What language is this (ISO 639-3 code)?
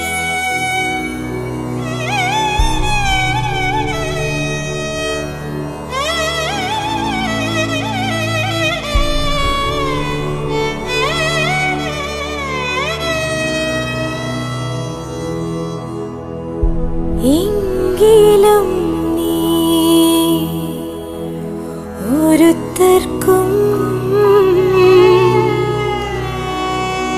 mal